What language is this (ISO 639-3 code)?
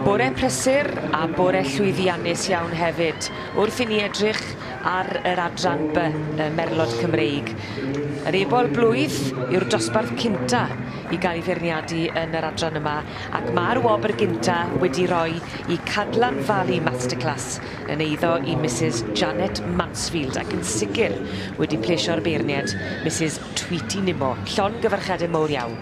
cym